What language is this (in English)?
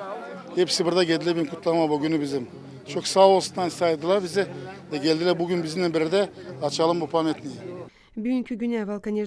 Gagauz